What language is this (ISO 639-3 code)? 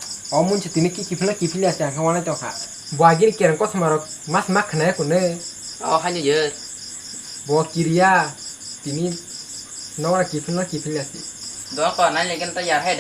trp